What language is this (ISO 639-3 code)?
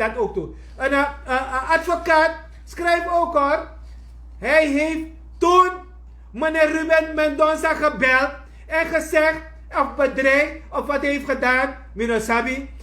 srn